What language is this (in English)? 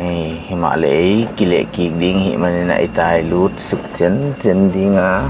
Paite Chin